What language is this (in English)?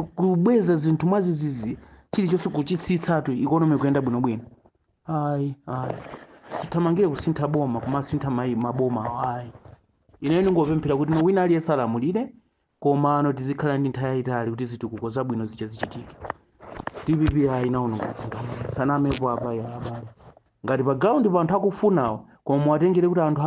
Nyanja